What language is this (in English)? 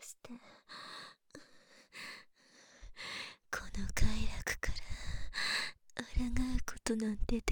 Japanese